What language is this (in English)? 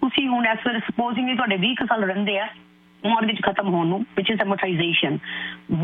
Punjabi